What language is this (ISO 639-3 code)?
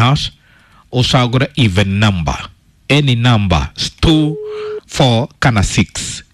kik